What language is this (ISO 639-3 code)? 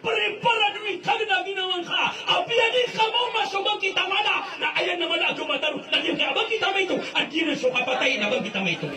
mrw